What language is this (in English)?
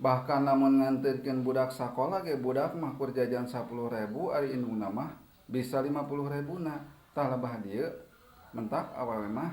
Sundanese